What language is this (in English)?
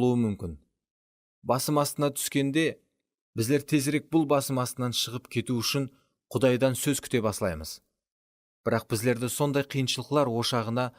Kara-Kalpak